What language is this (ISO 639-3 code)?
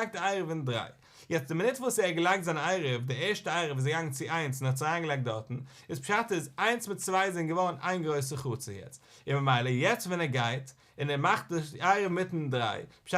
yid